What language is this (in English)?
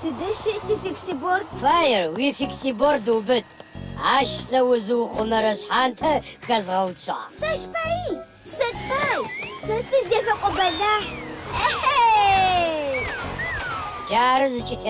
Adyghe